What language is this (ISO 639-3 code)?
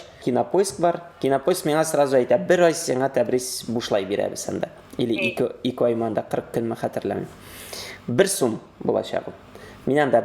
tat